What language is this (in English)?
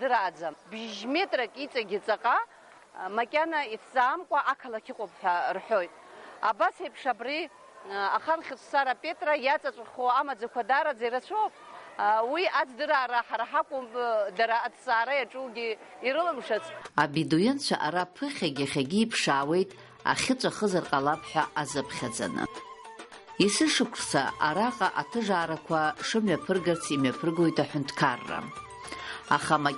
Abkhazian